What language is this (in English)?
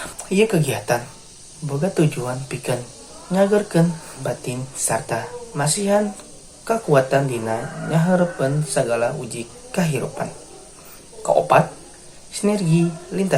Sundanese